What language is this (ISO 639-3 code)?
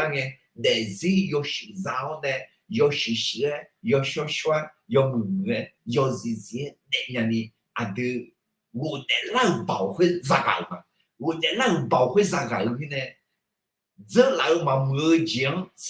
ahk